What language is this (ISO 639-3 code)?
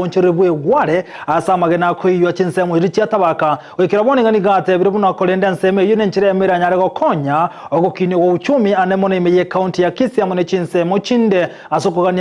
guz